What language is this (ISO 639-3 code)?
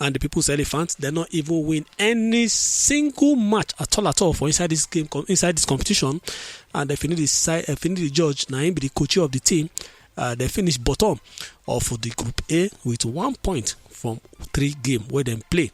pcm